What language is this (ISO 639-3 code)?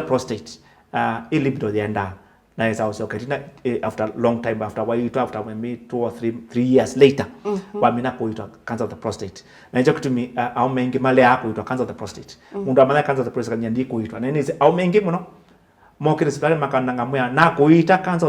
kam